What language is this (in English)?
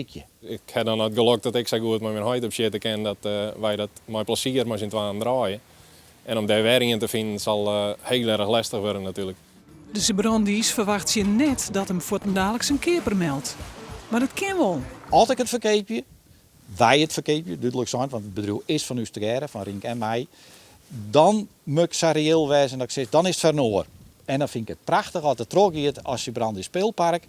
Western Frisian